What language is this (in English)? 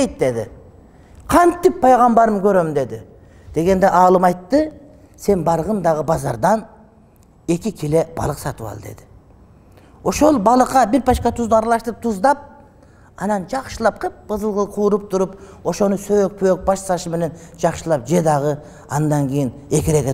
Kyrgyz